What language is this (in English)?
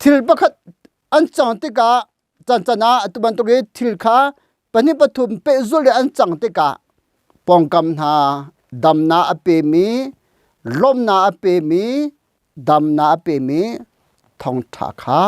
Hakha Chin